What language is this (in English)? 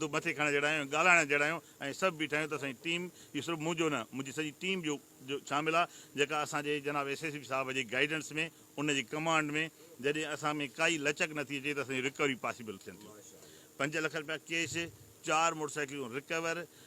Sindhi